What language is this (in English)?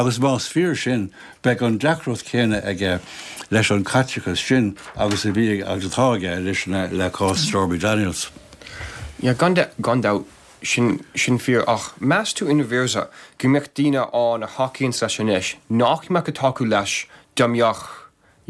Irish